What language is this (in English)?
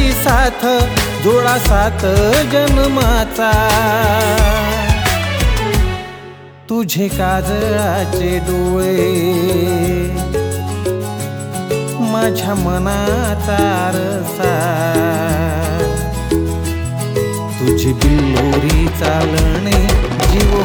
Marathi